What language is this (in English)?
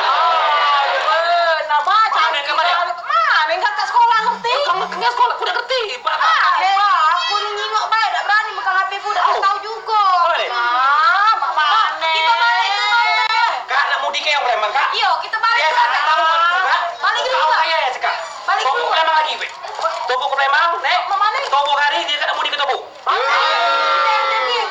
Musi